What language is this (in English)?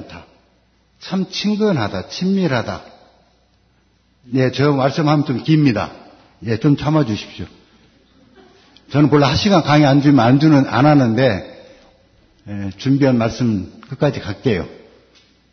Korean